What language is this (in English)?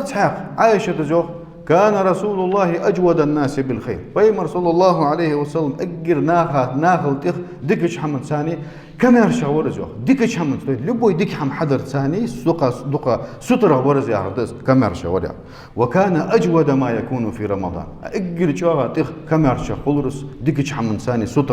Ingush